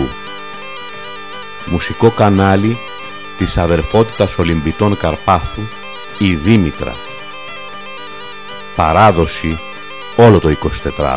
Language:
Greek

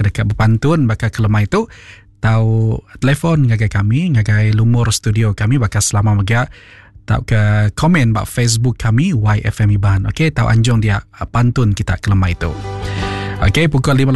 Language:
Iban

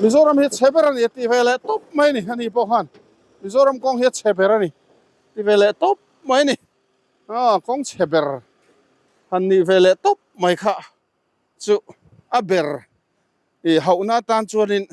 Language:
Mizo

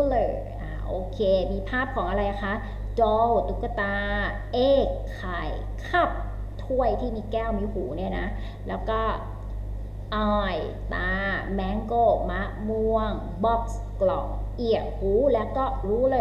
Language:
Thai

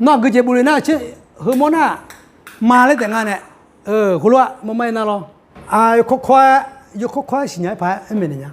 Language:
Akha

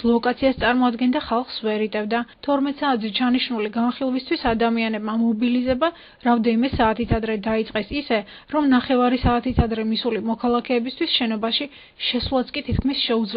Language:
Georgian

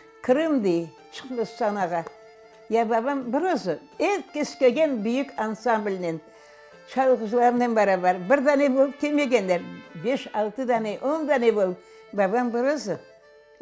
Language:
Crimean Tatar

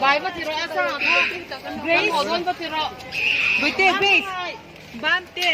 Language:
Mizo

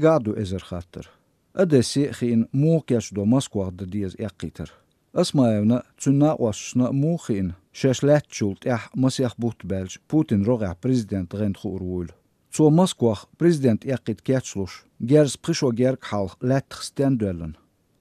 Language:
Chechen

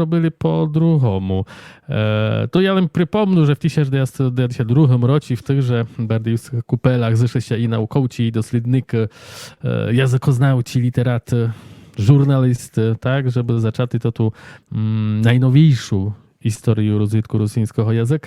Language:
Rusyn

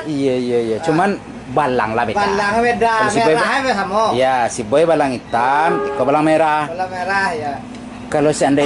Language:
Minangkabau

